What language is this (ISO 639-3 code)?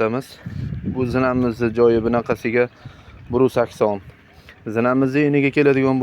uzb